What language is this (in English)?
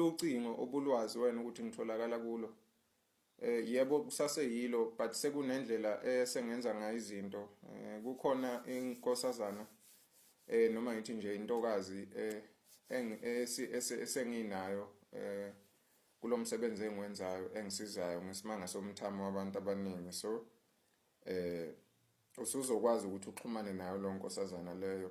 Zulu